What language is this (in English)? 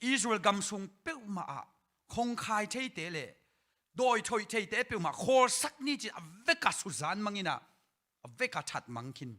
Tedim Chin